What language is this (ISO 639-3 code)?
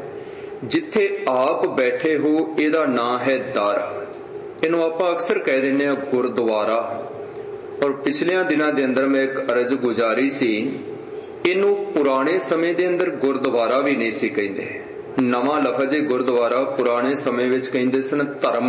pan